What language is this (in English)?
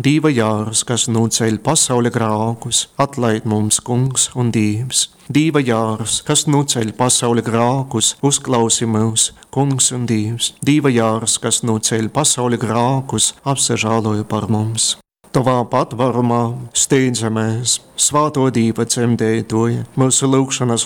Latgalian